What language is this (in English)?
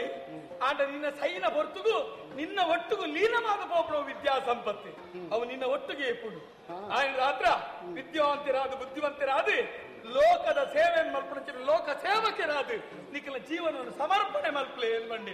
Tulu